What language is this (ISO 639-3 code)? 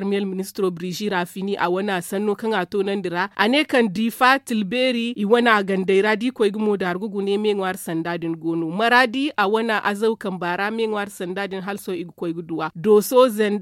dje